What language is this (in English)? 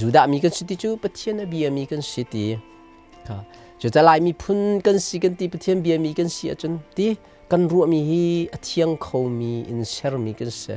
Hakha Chin